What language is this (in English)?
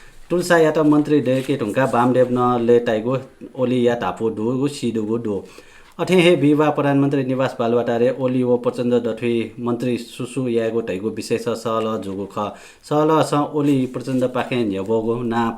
Newari